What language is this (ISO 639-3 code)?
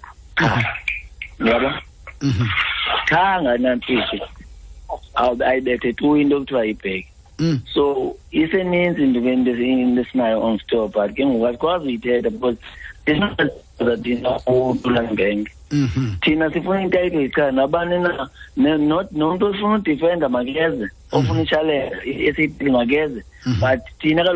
xho